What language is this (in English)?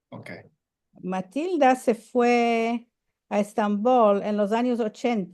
Ladino